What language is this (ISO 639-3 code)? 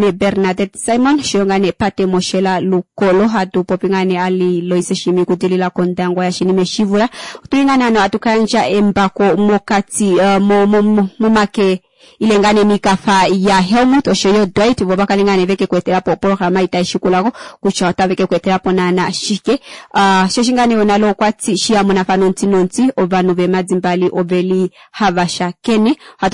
kua